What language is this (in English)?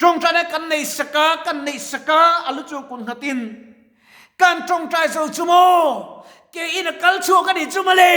Mizo